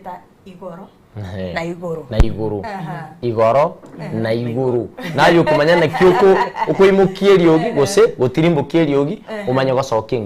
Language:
Gusii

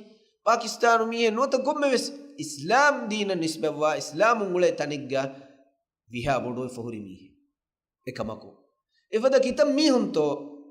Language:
Divehi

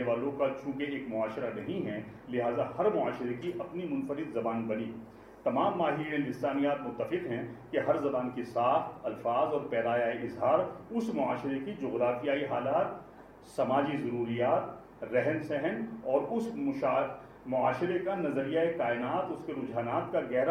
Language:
Urdu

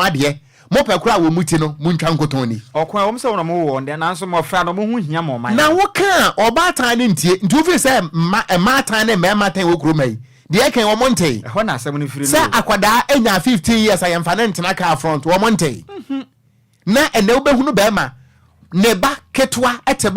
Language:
Akan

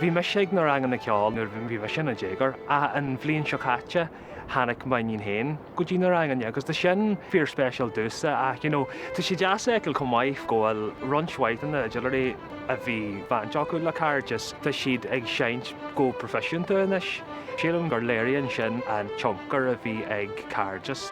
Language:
Irish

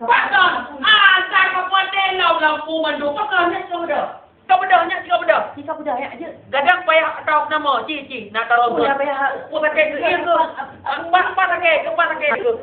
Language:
Achinese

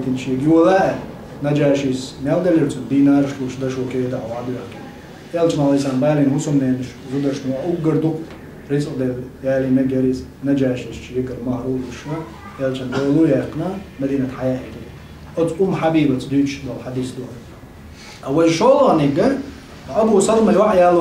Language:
Chechen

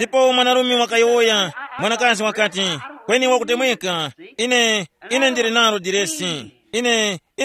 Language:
Tumbuka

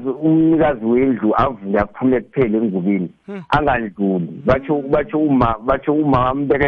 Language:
South Ndebele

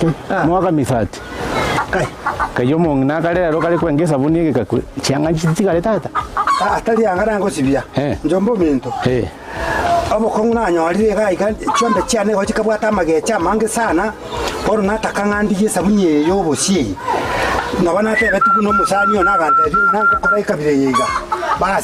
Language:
Gusii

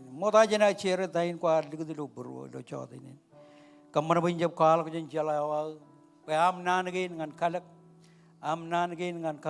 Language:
Marshallese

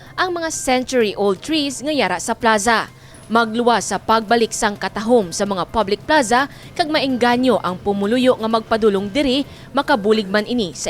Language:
Hiligaynon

